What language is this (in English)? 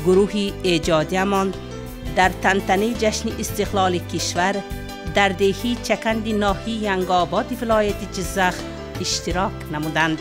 Tajik